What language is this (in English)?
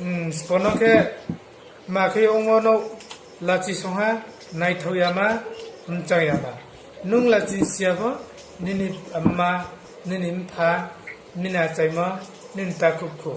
Riang (India)